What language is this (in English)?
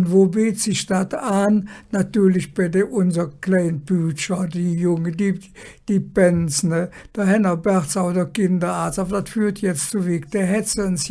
Colognian